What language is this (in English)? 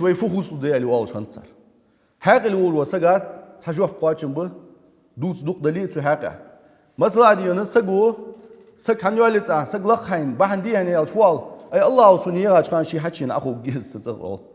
Ingush